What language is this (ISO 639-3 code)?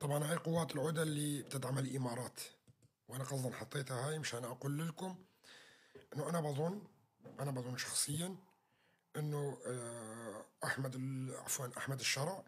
apc